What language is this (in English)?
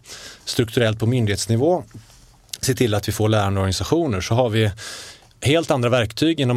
Swedish